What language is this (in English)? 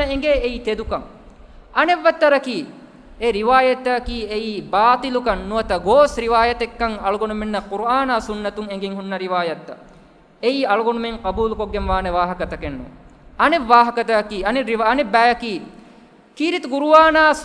Divehi